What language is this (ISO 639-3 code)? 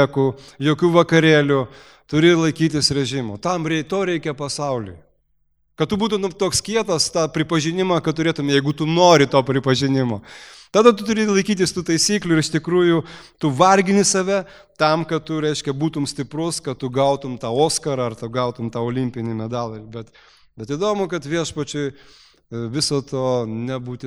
lit